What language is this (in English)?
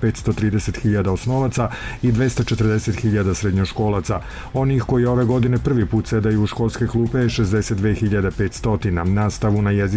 Serbian